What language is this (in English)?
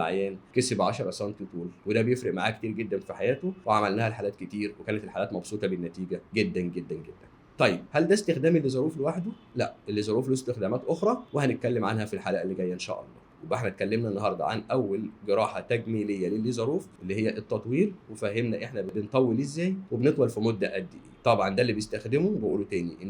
Egyptian Arabic